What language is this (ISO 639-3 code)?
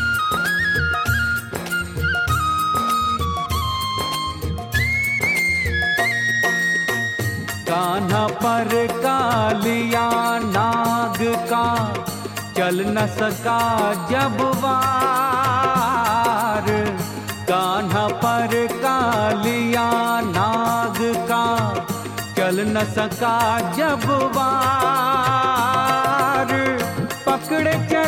hin